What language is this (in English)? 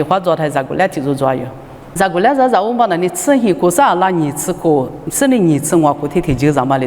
Lisu